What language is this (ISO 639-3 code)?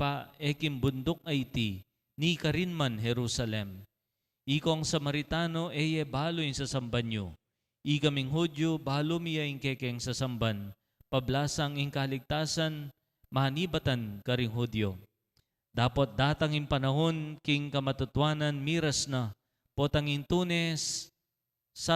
pam